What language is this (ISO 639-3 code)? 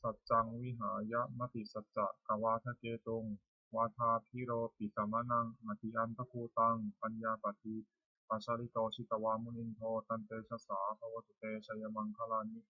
pli